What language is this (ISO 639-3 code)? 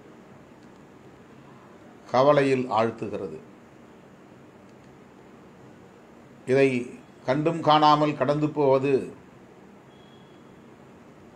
tam